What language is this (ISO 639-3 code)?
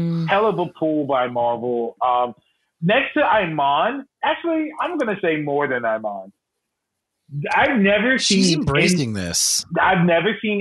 eng